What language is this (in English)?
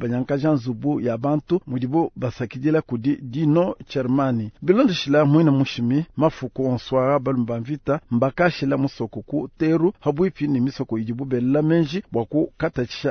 Luba-Lulua